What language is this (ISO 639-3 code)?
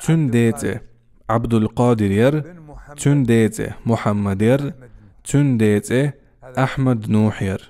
che